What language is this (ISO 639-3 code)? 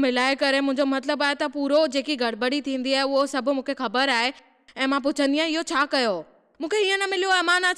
snd